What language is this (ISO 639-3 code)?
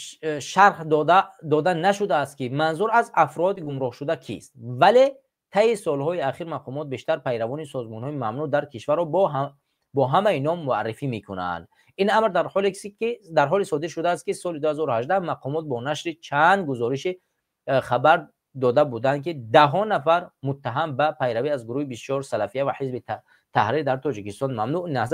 tgk